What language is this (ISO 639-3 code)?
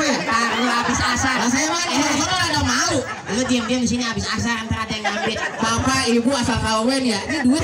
bew